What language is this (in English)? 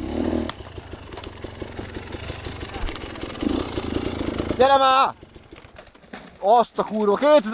Hungarian